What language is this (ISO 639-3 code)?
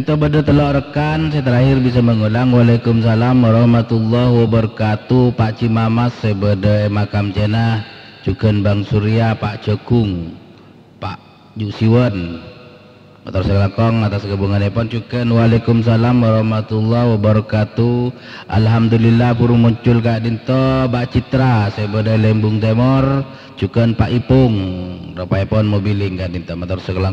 mad